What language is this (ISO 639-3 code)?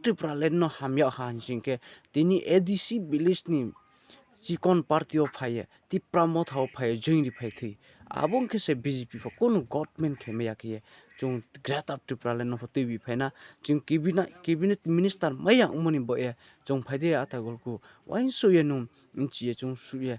ria